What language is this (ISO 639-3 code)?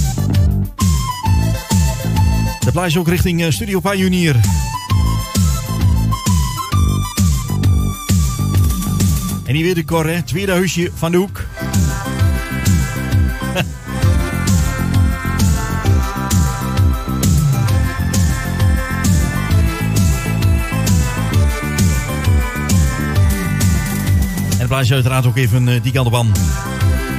nld